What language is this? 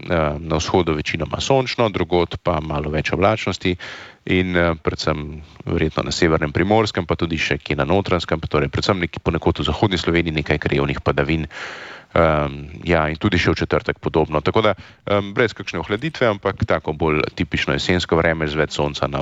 Slovenian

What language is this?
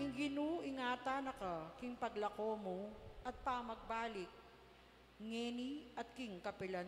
Pampanga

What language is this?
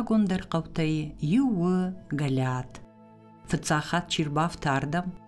Ossetic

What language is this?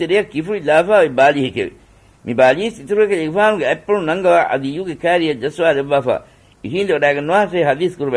Divehi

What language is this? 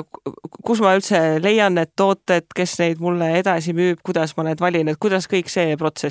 Estonian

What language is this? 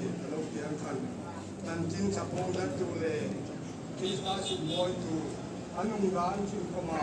Hmar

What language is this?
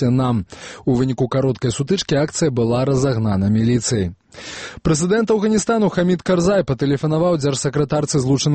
Belarusian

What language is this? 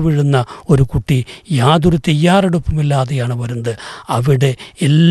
Malayalam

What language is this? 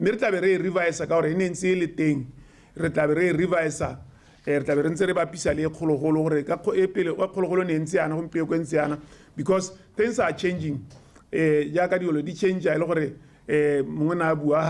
Tswana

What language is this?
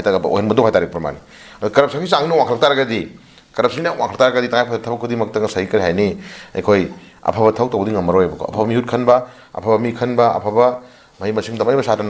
Manipuri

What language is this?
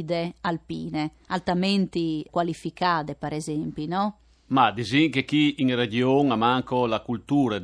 Friulian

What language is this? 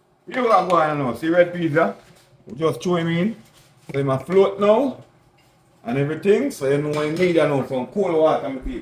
Jamaican Creole English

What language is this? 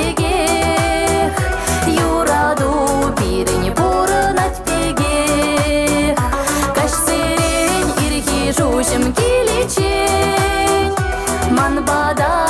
Chuvash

